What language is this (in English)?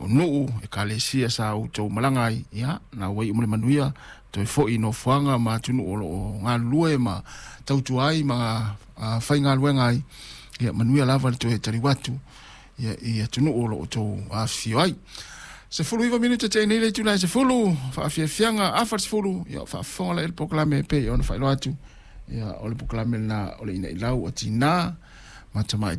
Samoan